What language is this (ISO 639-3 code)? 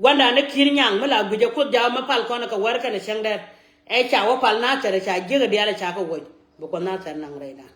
nus